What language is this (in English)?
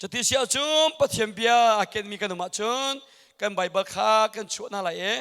Hakha Chin